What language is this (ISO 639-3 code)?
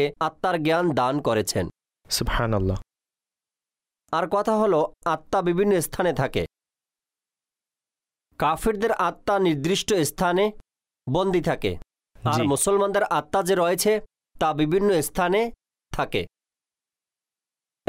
ben